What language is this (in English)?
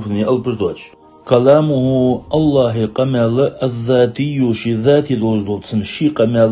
Ingush